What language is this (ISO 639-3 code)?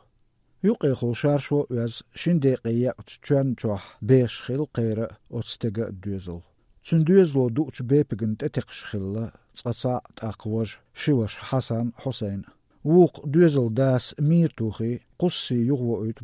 che